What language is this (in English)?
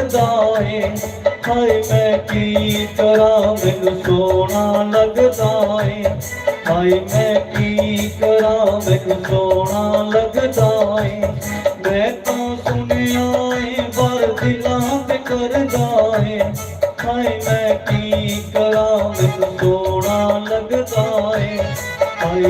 Dogri